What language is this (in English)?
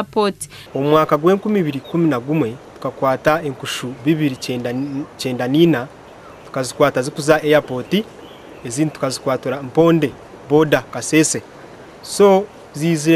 Nyankole